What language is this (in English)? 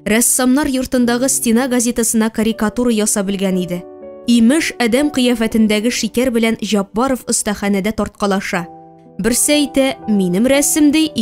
Tatar